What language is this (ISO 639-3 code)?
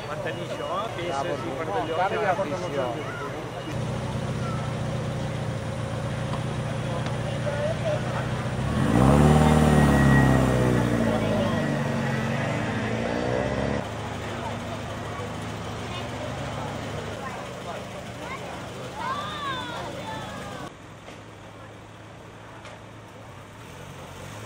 cat